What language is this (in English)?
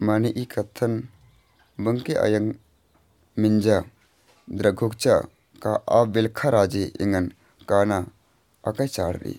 Kurukh